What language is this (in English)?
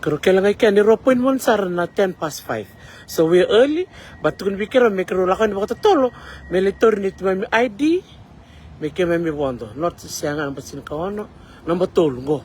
Fijian